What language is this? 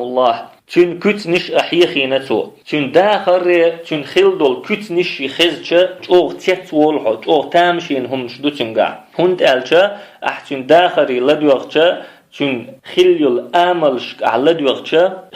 Chechen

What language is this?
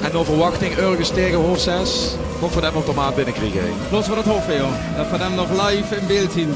Limburgish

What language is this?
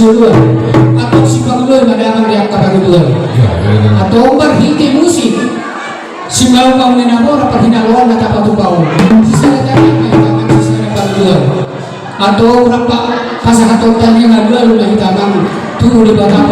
Batak Toba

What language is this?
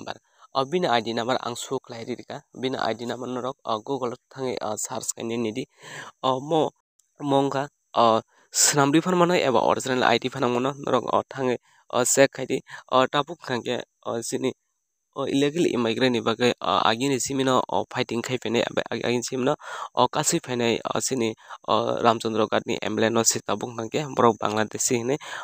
Kok Borok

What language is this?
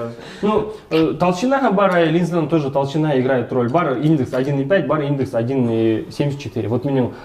Bashkir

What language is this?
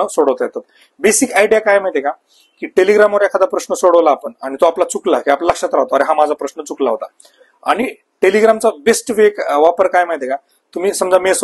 Marathi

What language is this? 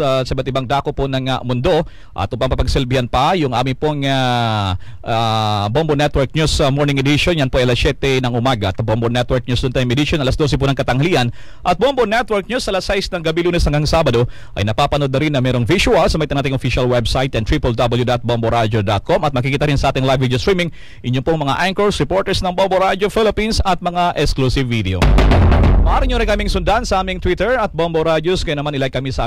Filipino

